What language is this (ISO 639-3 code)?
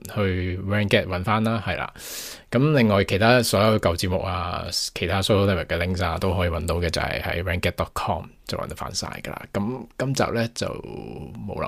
yue